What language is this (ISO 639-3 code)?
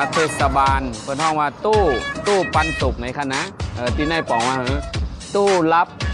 shn